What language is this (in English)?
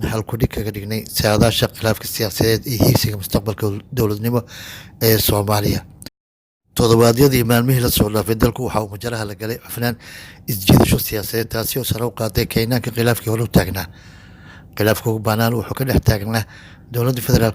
Somali